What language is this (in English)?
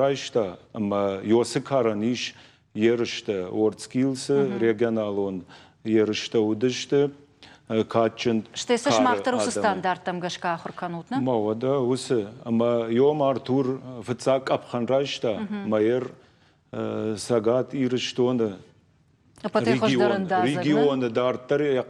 Ossetic